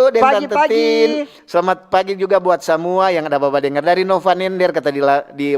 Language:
Manado Malay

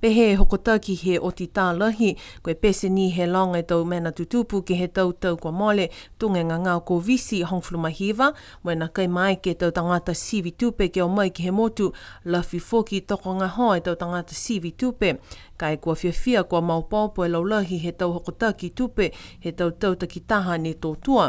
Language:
Niuean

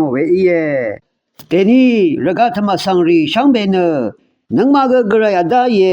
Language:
Rawang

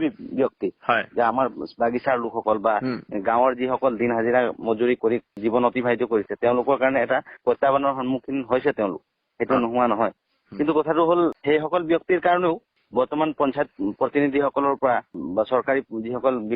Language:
Assamese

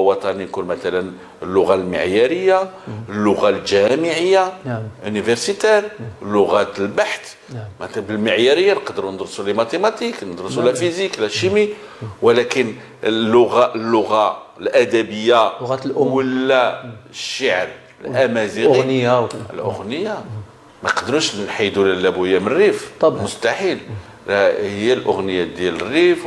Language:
Moroccan Arabic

